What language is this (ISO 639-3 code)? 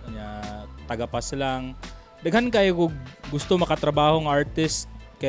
ceb